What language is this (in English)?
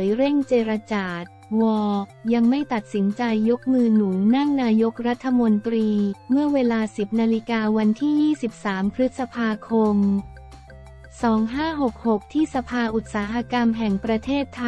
Thai